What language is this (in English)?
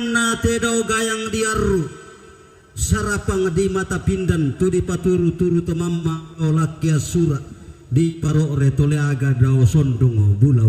Toraja-Sa'dan